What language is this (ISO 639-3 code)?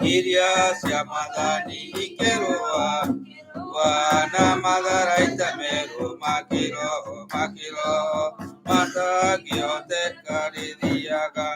kik